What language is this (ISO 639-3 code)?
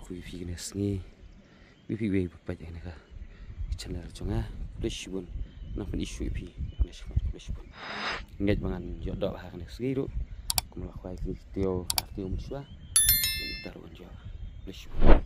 kha